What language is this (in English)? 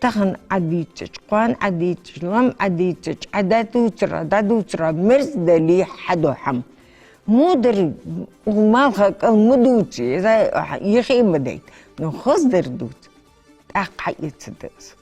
Ingush